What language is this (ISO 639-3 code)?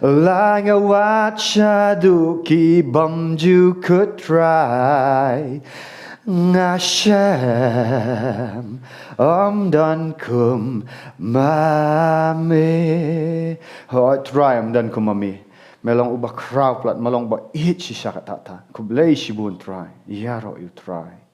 kha